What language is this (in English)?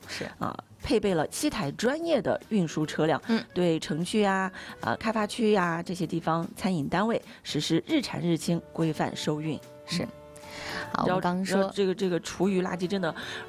Chinese